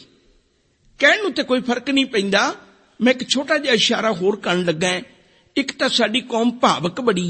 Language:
Punjabi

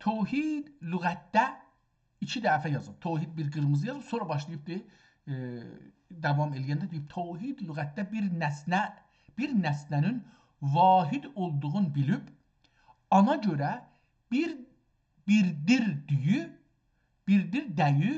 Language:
South Azerbaijani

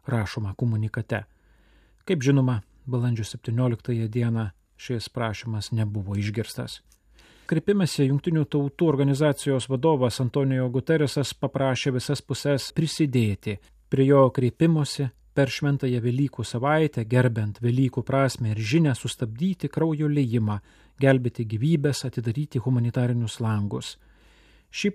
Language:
Lithuanian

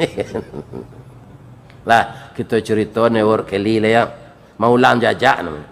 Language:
Minangkabau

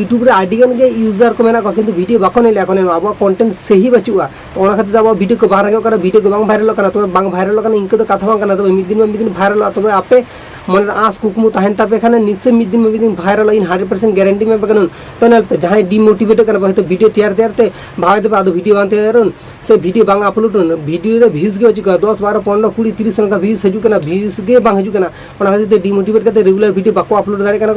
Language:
Santali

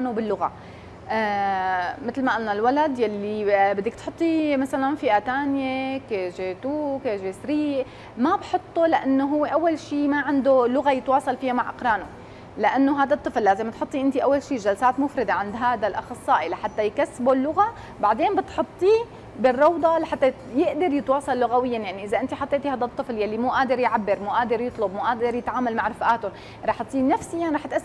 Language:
North Levantine Arabic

